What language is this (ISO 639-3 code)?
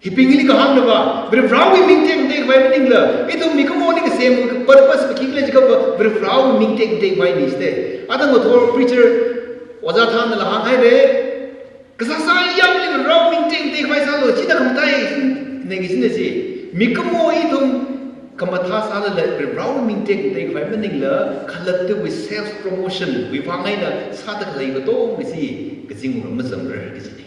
nmf